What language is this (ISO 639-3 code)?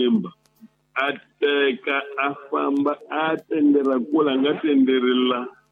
tso